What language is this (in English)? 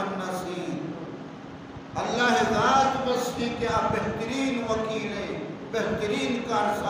Baluchi